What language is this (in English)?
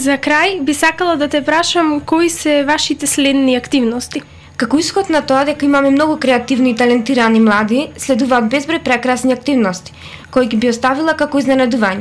Macedonian